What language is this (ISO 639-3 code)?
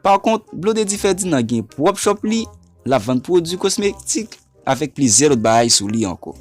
hat